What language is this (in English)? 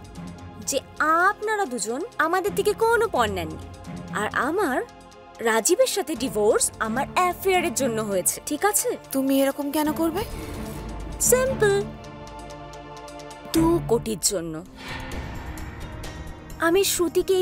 Bangla